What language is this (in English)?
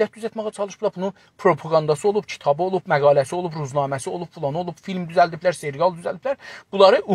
South Azerbaijani